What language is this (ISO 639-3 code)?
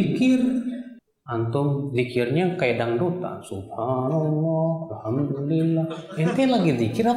ind